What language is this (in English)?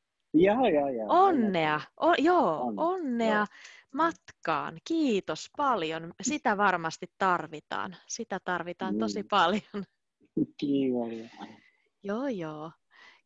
Finnish